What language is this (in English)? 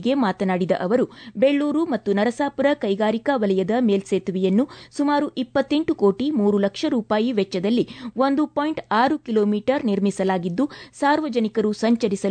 Kannada